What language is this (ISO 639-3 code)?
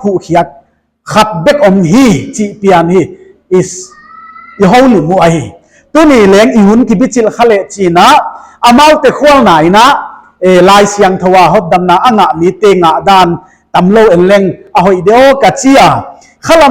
pck